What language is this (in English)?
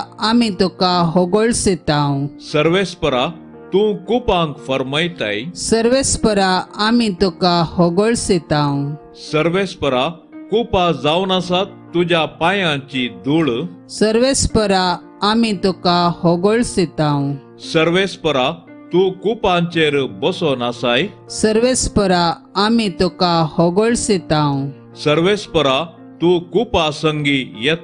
Konkani